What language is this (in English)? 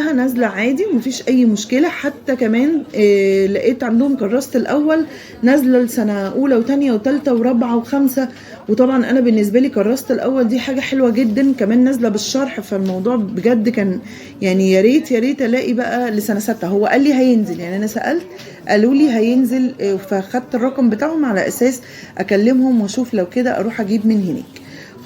Egyptian Arabic